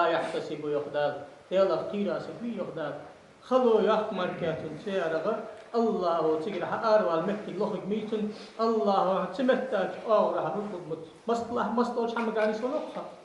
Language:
Ingush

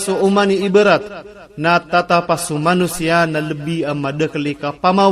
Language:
Iranun (Philippines)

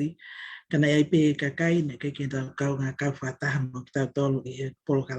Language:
Tongan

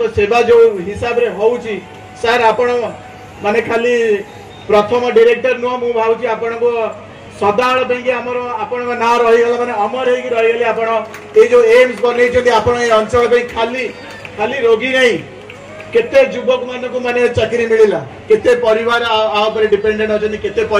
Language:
Odia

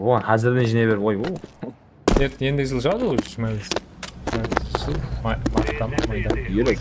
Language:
Kara-Kalpak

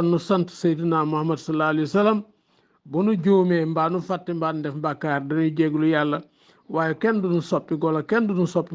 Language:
Wolof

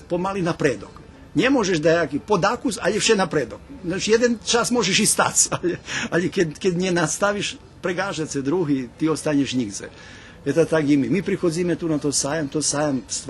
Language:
Rusyn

